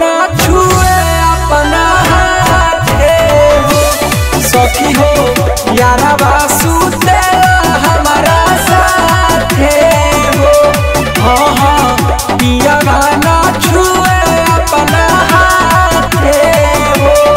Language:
Bhojpuri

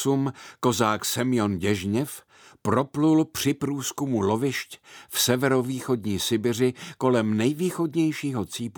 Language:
Czech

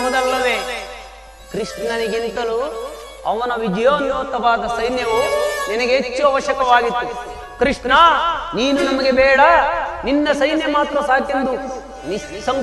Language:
Kannada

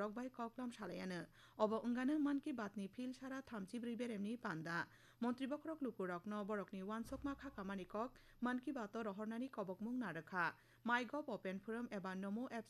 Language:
Kok Borok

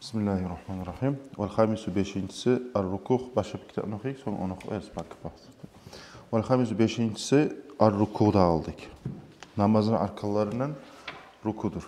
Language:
Kumyk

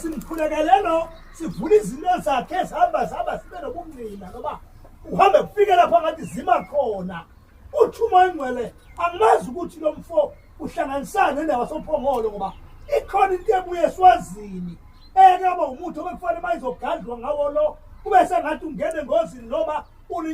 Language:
Zulu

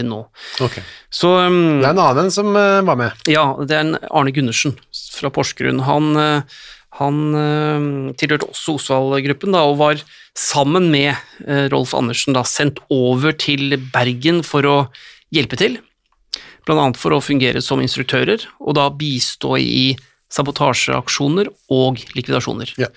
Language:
Norwegian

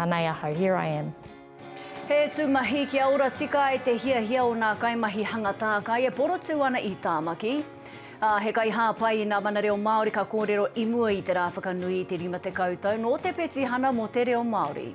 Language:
Māori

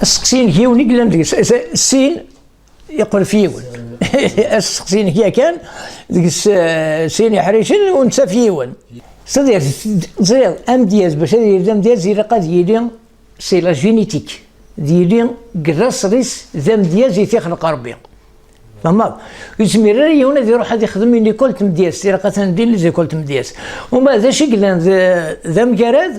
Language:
Kabyle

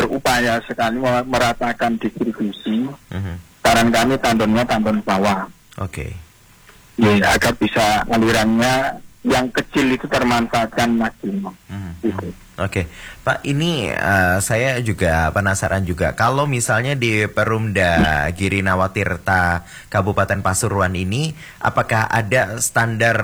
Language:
Indonesian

